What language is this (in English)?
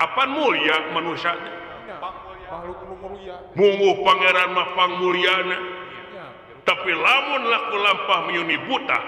Sundanese